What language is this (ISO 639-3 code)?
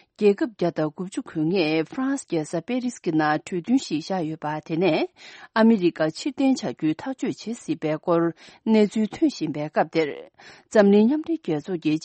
bod